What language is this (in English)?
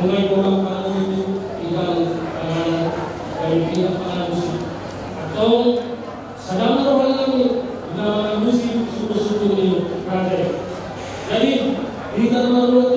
Batak Toba